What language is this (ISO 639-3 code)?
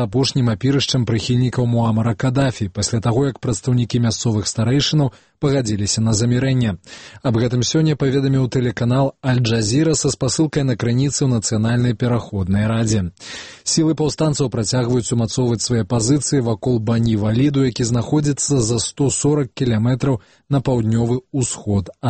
bel